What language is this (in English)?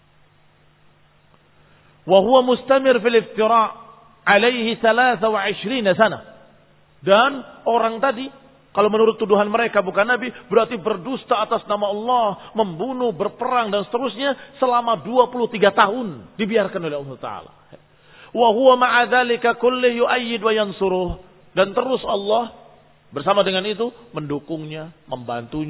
Indonesian